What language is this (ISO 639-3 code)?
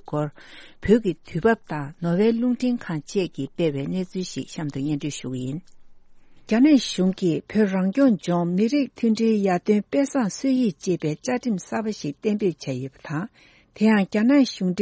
bod